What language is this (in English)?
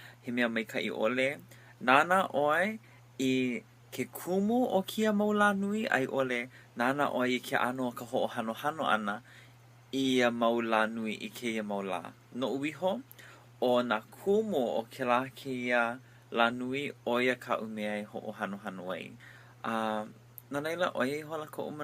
Hawaiian